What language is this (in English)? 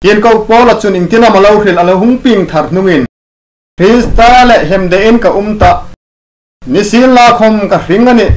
Hmar